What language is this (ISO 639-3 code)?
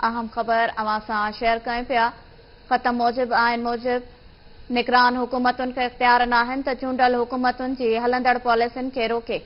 snd